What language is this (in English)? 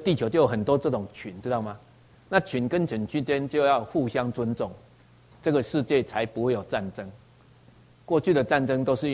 Chinese